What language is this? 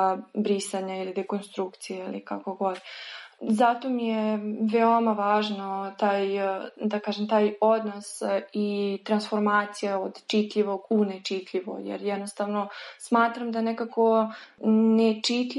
Serbian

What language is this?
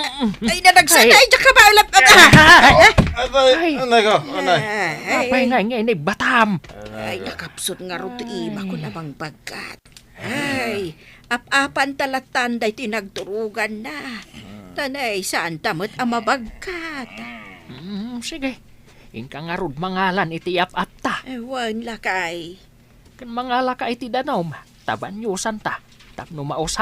Iloko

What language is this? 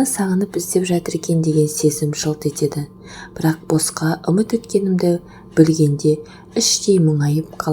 Kazakh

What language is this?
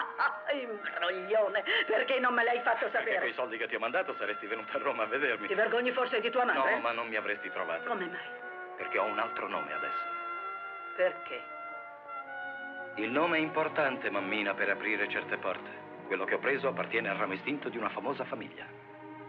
Italian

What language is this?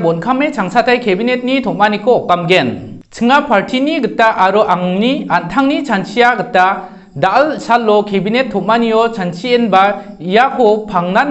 Garo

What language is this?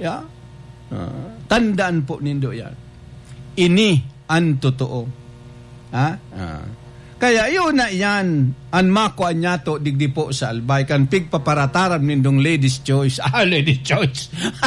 Bikol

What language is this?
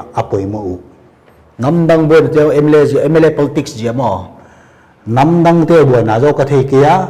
Paite Chin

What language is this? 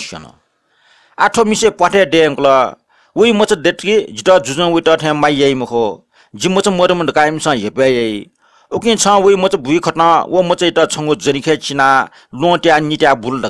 Newari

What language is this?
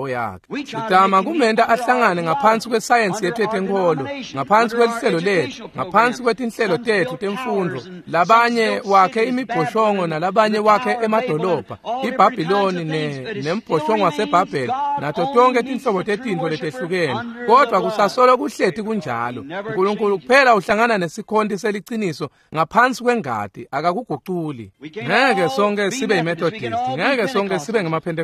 Swati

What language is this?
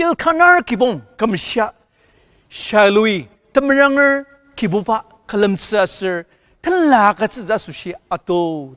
Ao Naga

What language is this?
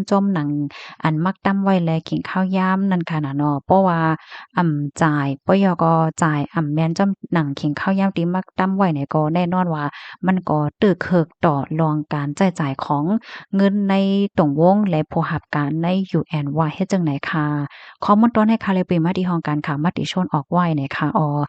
Shan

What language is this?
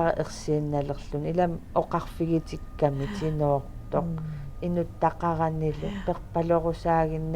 Kalaallisut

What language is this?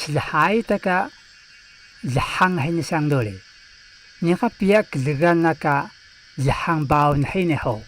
Taroko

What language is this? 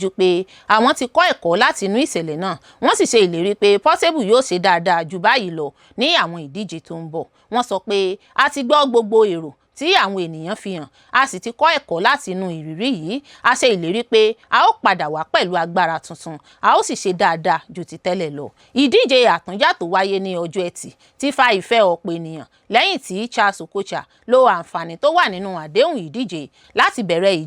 Yoruba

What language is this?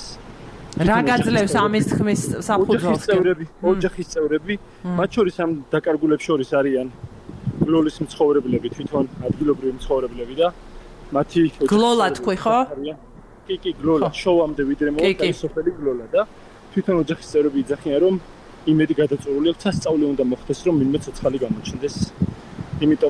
Georgian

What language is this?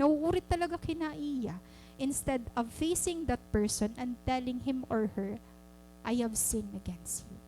Waray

